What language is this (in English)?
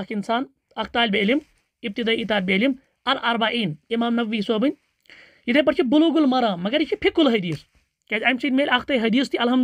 Kashmiri